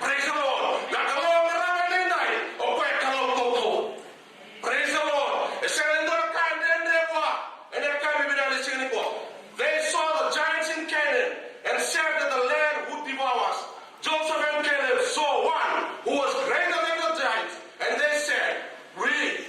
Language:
Fijian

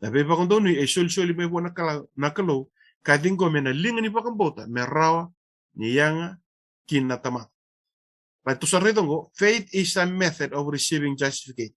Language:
Fijian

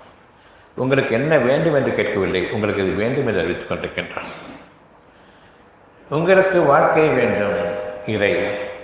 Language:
Tamil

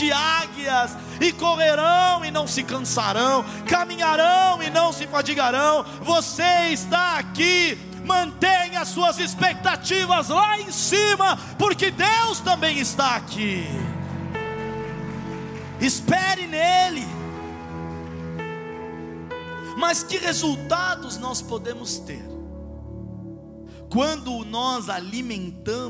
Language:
Portuguese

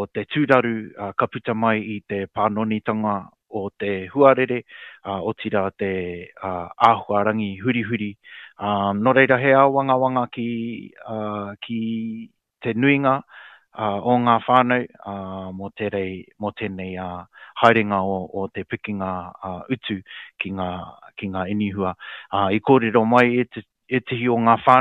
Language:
Māori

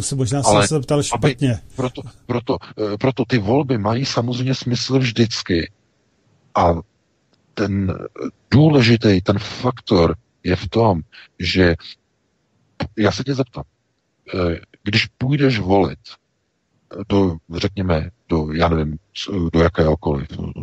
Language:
Czech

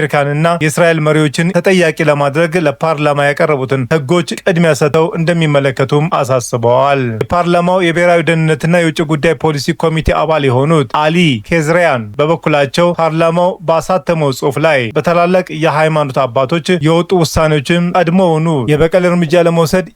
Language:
Amharic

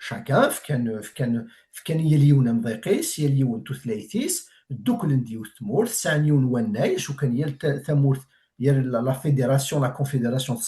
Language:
Kabyle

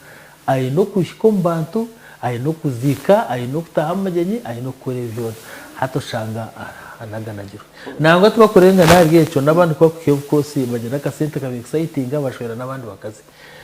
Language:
Nyankole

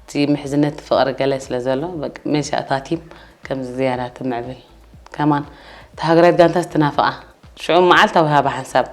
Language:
Tigrinya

